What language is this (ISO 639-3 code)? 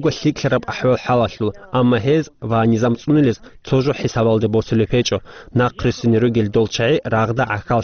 ava